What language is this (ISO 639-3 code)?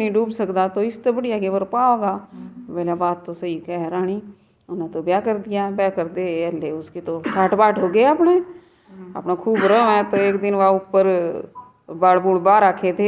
bgc